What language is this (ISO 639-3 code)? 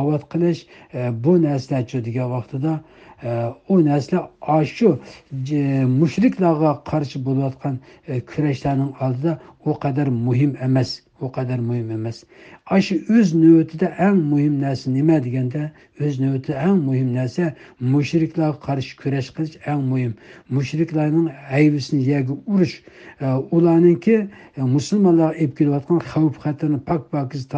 uig